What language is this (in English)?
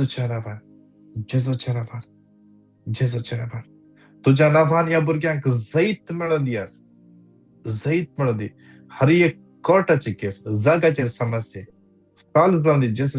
Konkani